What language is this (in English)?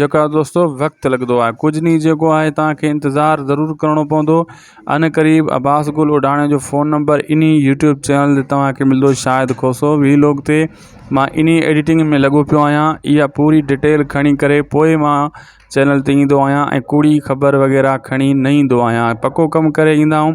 Sindhi